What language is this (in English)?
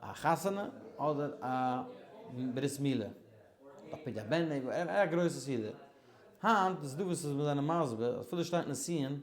Yiddish